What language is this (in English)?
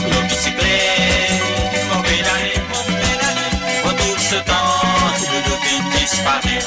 Morisyen